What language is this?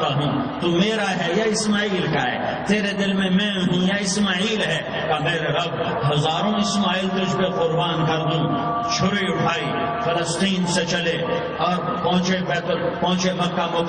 Urdu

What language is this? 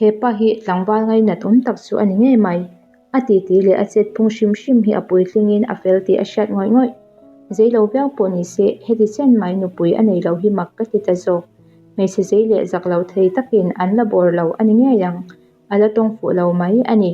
Mizo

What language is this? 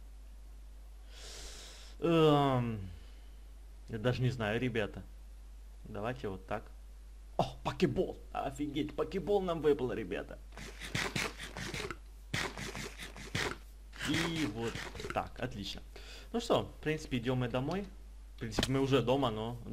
Russian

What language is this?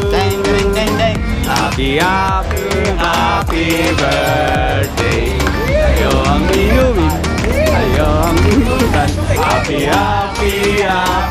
Filipino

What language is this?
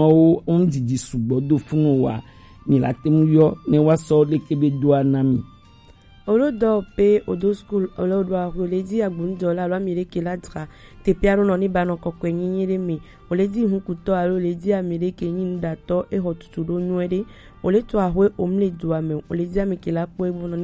Gen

